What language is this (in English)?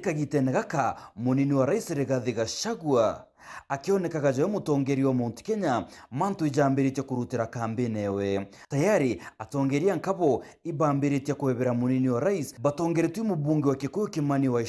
Meru